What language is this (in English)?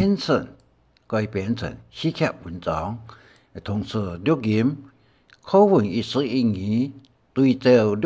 Hakka Chinese